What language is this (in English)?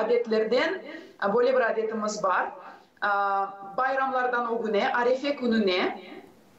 Gagauz